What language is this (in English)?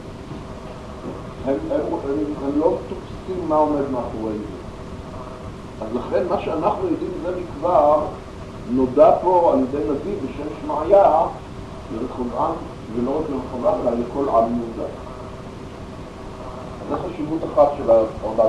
Hebrew